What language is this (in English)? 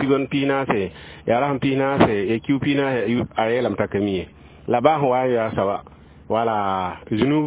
Mossi